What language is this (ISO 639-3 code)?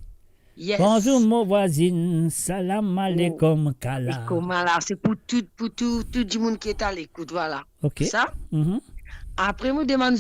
mfe